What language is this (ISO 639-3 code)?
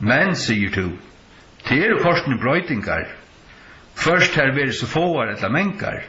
fao